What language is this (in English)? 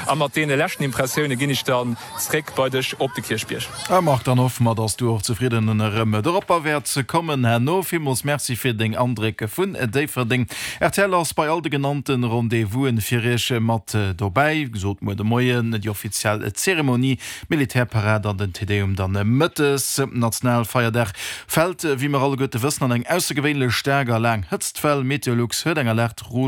Luxembourgish